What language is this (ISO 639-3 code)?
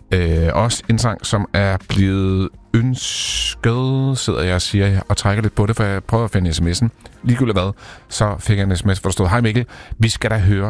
dan